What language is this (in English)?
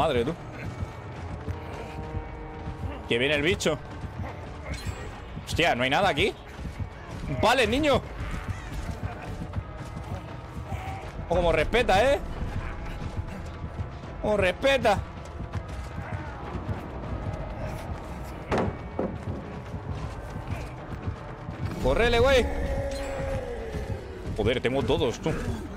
Spanish